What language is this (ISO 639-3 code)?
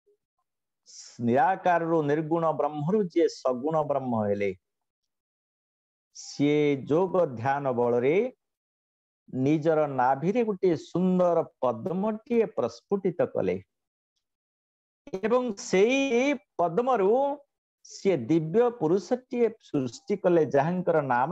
ori